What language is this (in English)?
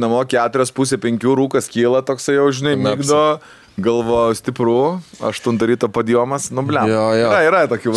Lithuanian